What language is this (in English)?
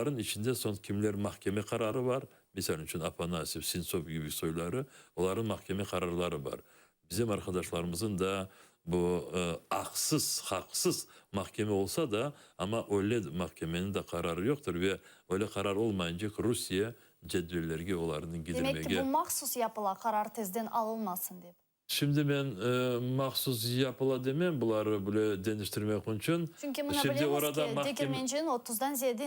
Crimean Tatar